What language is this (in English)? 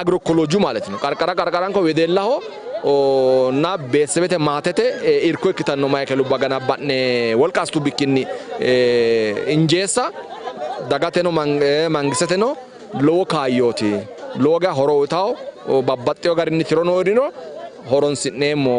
Sidamo